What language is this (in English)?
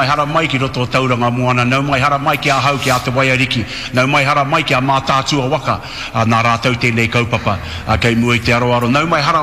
Māori